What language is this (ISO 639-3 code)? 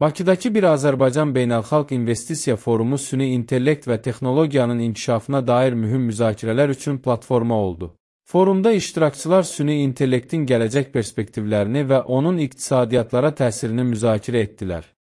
aze